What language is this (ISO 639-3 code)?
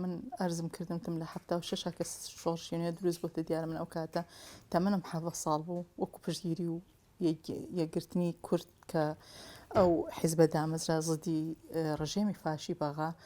ckb